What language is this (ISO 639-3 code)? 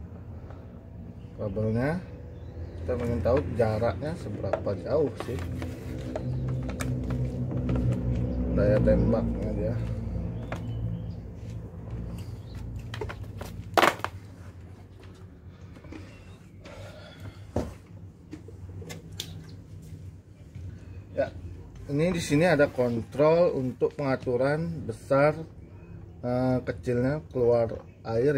ind